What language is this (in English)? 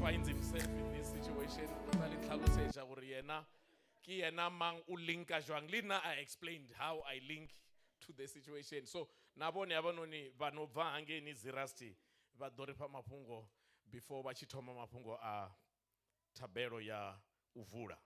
Venda